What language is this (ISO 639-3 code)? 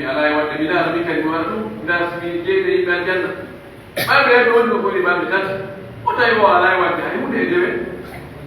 fuf